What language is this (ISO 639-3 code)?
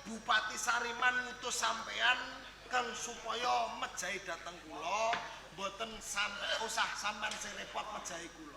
jav